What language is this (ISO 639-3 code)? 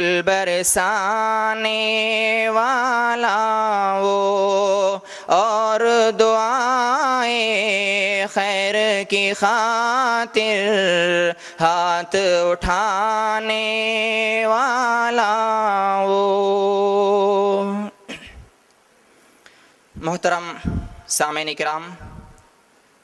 urd